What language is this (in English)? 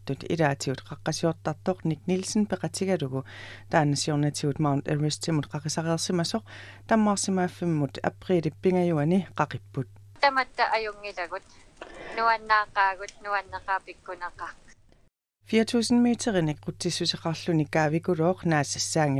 Kalaallisut